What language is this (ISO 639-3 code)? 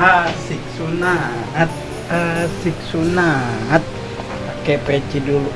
bew